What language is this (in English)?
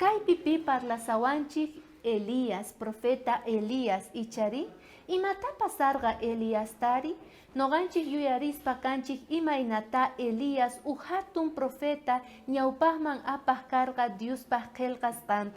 South Bolivian Quechua